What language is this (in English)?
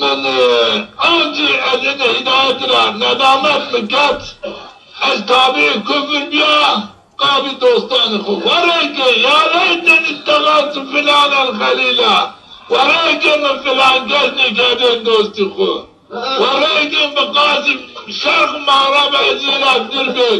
Zaza